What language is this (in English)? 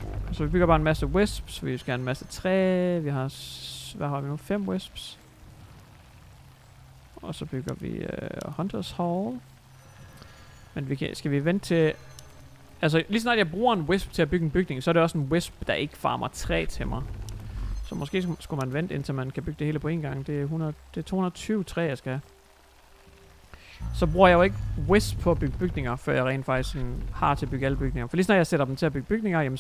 Danish